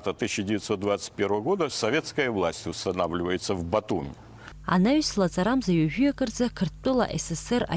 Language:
Abkhazian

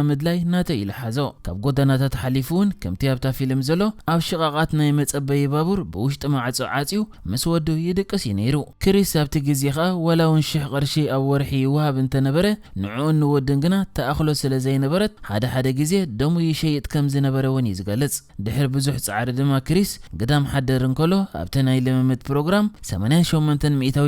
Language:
Tigrinya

